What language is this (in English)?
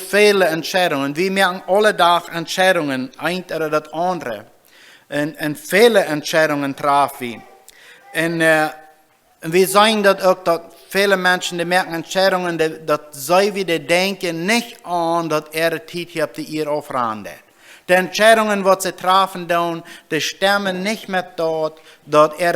Plautdietsch